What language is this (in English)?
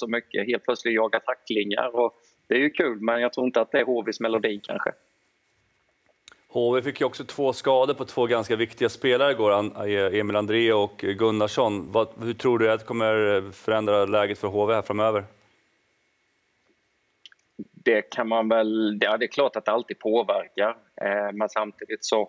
Swedish